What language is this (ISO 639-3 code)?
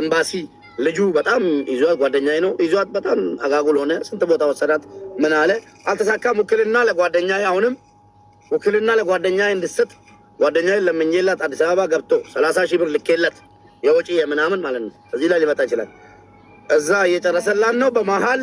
amh